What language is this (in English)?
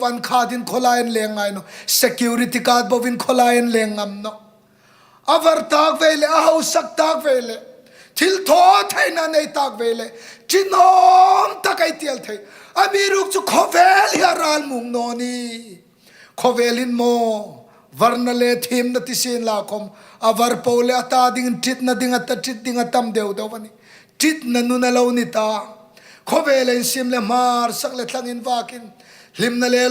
Hmar